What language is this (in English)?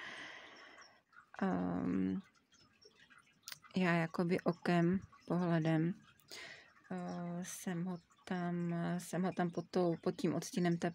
Czech